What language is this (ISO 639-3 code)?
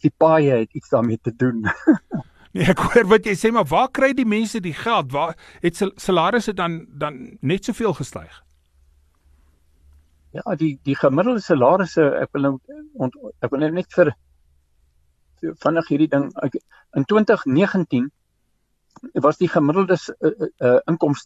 afr